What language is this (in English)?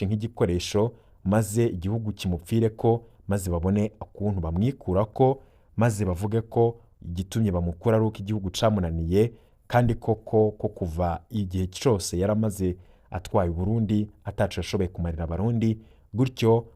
Rundi